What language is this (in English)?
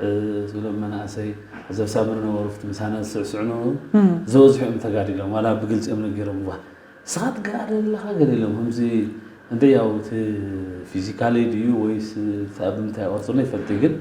Tigrinya